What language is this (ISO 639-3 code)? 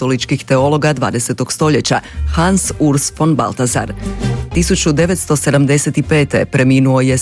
hrv